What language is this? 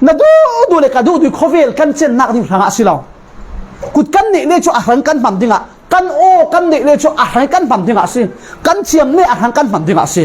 Falam Chin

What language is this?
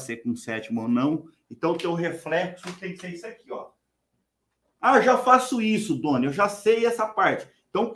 Portuguese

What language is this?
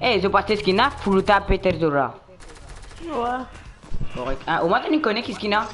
Morisyen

